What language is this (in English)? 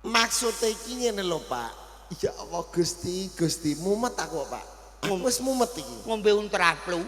Javanese